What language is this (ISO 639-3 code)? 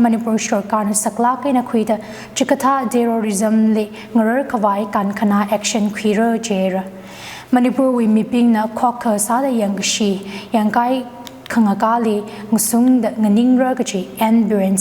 nmf